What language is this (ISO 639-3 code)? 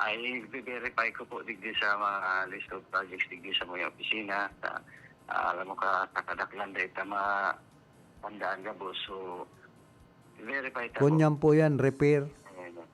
bik